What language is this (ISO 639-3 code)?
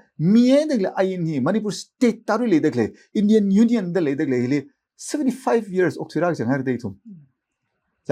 nmf